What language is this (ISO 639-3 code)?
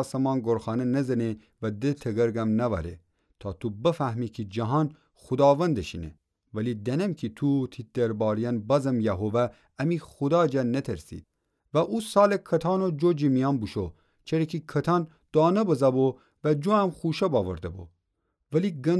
glk